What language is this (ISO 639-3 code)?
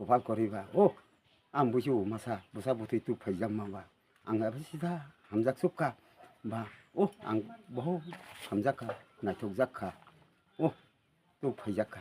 trp